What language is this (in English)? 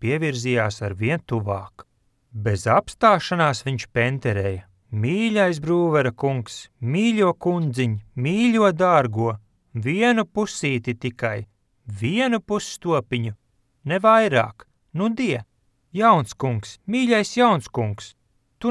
Latvian